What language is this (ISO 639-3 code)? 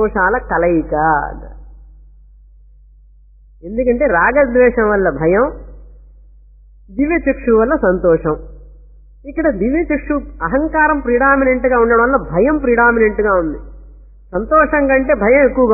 tel